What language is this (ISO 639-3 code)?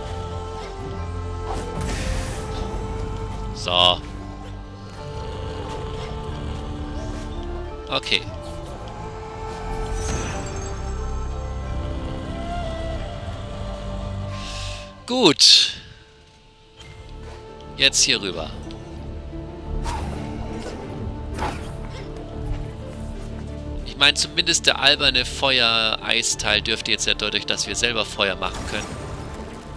deu